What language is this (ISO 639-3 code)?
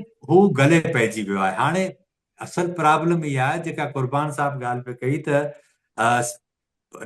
snd